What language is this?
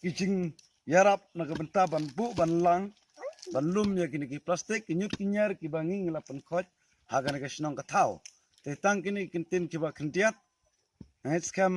Khasi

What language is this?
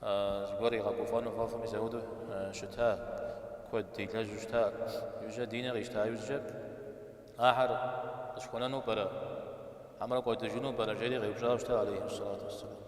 Kabardian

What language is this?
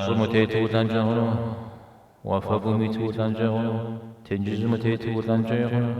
Kabardian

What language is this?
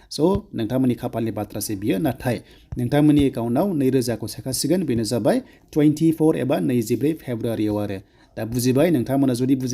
Bodo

